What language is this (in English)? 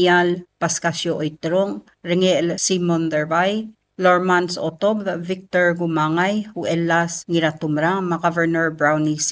Palauan